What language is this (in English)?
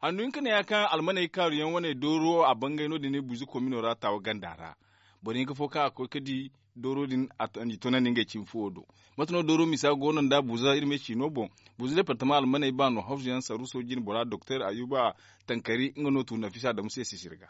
Zarma